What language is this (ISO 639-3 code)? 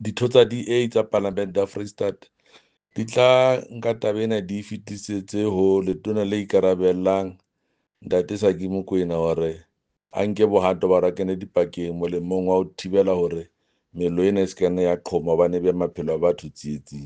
sot